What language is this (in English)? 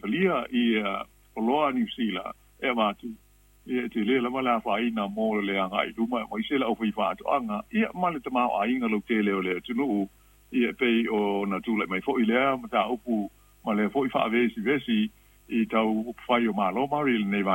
Samoan